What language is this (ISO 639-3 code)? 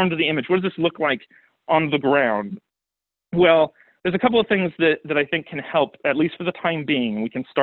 eng